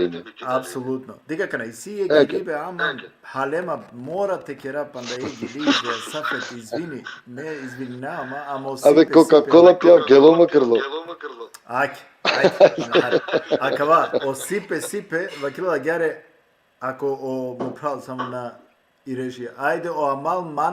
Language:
Balkan Romani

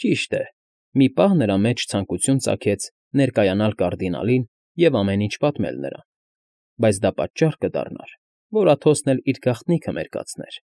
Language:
Armenian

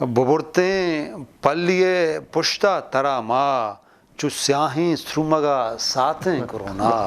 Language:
Eastern Balochi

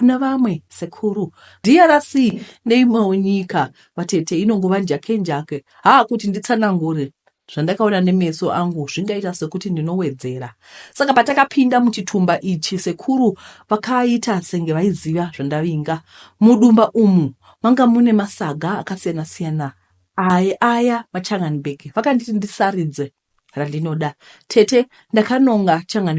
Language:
Shona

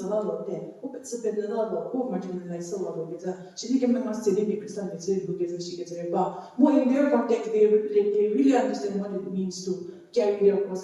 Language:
Angami Naga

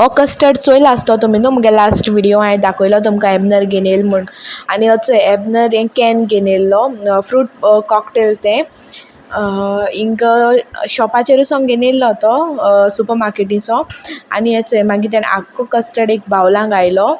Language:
Konkani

